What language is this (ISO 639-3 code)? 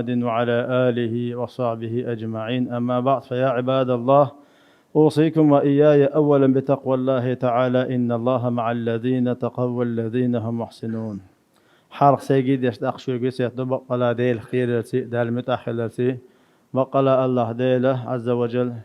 che